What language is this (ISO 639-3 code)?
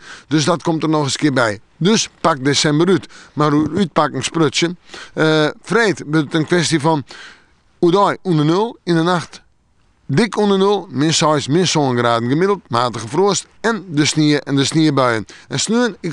fry